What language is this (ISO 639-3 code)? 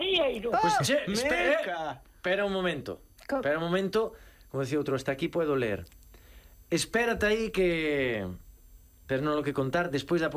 glg